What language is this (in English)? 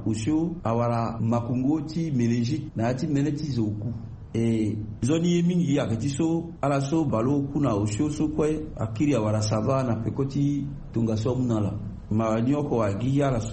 Sango